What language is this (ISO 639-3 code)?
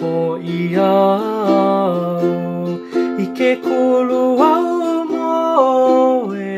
haw